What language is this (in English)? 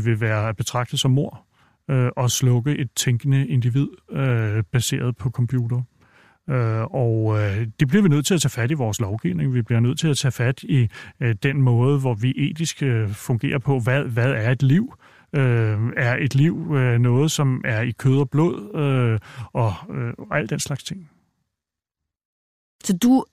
Danish